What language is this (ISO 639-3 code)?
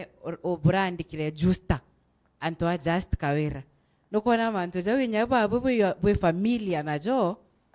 mer